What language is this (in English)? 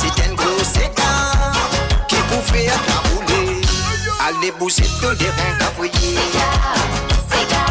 Morisyen